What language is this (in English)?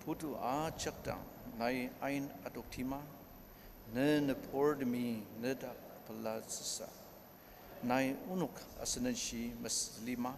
Ao Naga